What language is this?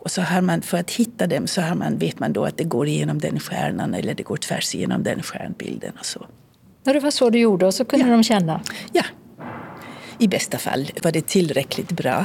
Swedish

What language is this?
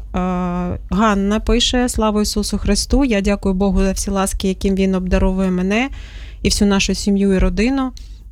Ukrainian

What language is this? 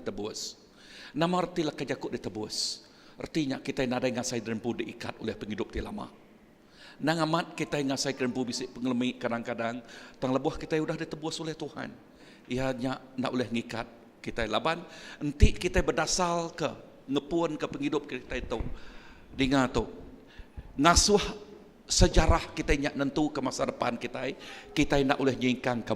Iban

